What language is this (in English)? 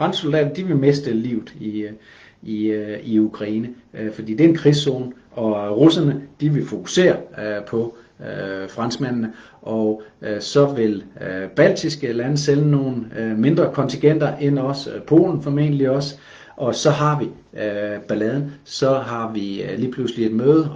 Danish